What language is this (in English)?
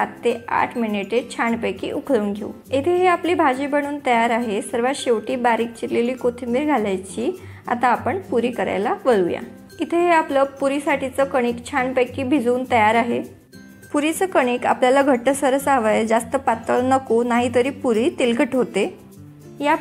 Marathi